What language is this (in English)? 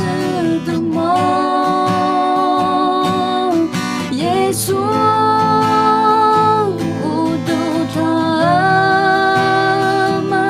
Akha